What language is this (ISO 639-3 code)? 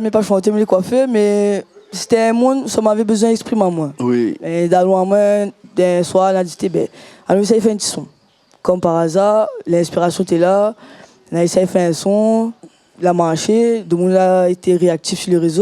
rcf